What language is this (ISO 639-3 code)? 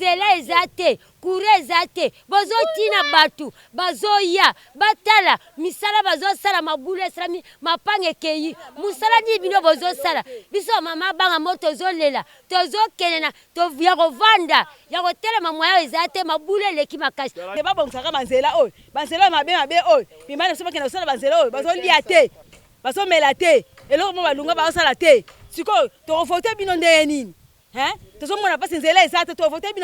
lin